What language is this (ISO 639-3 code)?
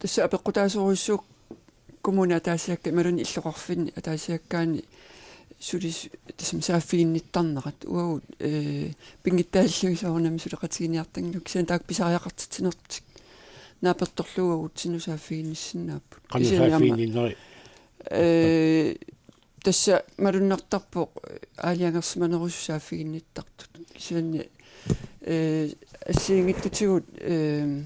kal